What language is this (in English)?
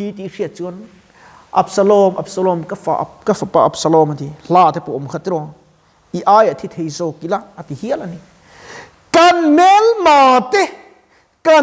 Mizo